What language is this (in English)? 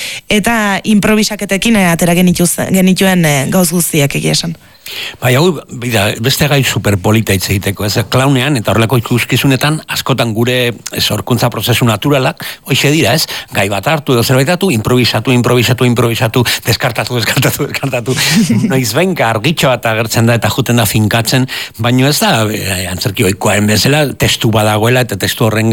Basque